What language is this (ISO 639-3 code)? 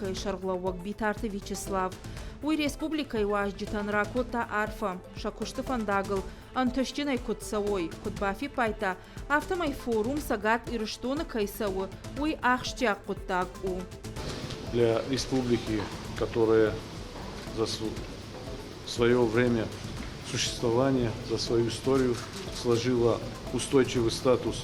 oss